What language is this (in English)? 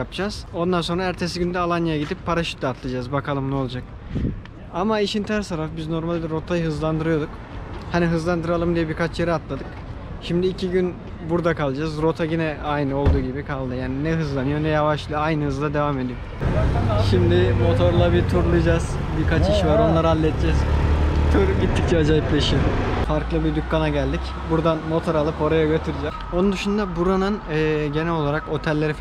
Turkish